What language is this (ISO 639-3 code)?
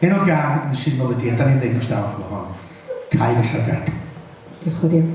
cym